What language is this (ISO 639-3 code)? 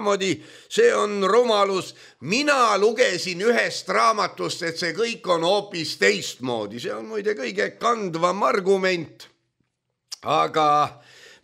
est